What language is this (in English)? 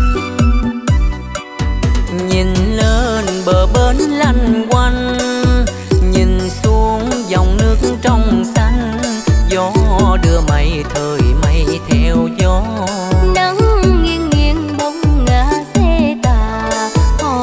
Vietnamese